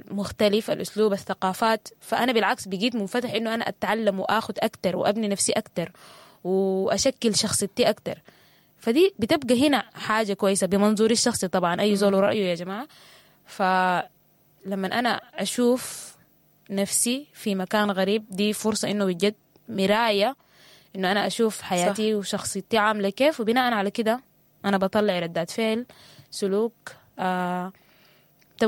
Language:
Sudanese Arabic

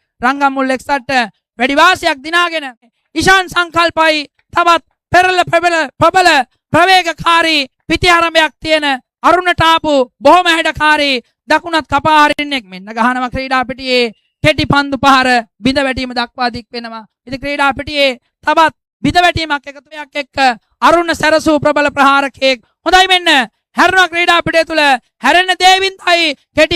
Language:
Sinhala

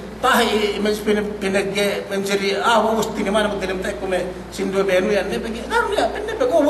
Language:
Yakan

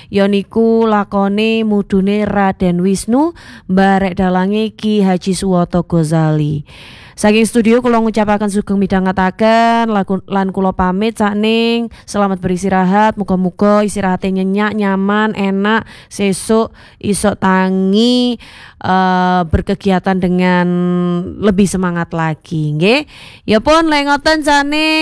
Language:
Javanese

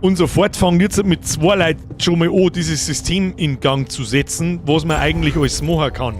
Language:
Bavarian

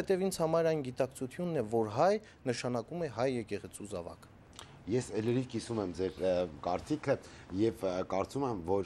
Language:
Armenian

